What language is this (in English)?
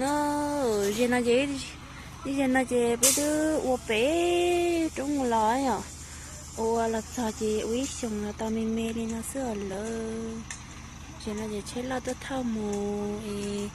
Hmong